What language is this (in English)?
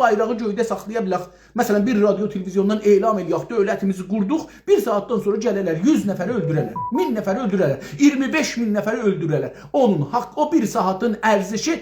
South Azerbaijani